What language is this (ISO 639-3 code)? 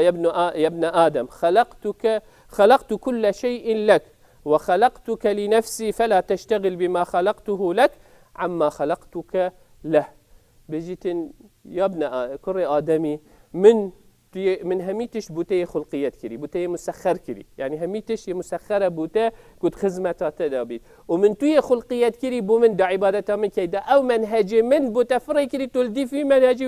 kur